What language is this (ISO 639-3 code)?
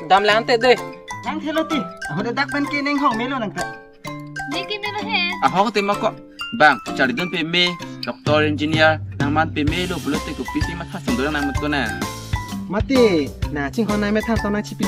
mjw